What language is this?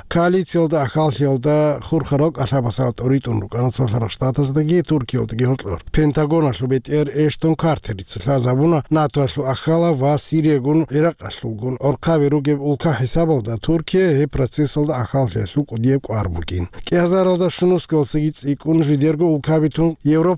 Avaric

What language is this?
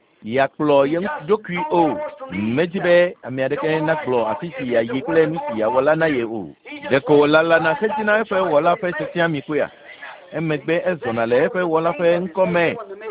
Ewe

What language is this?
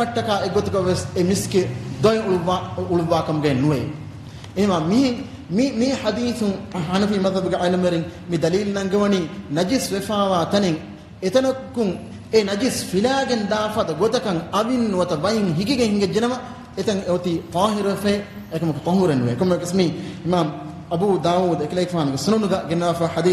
Divehi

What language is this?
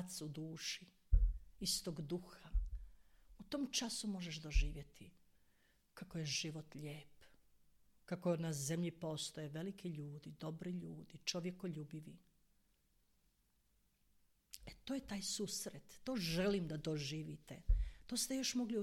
Croatian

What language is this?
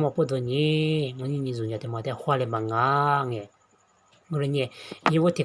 Lisu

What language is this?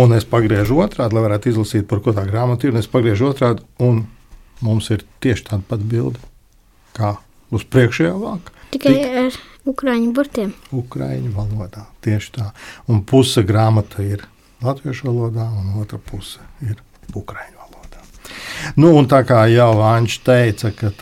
Latvian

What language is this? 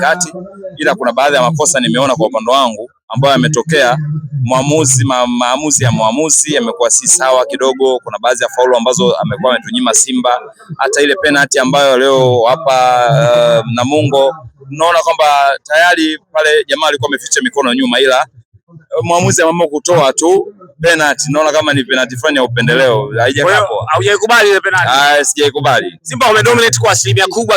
Swahili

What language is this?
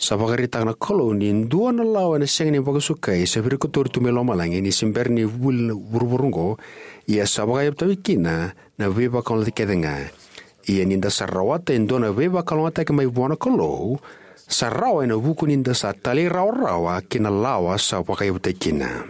Fijian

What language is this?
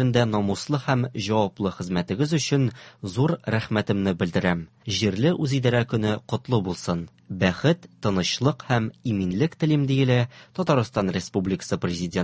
Tatar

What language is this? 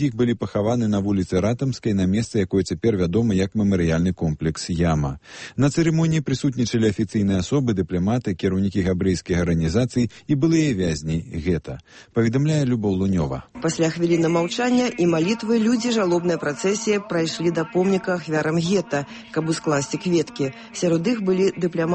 Belarusian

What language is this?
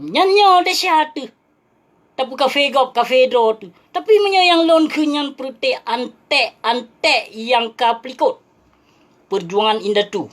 Achinese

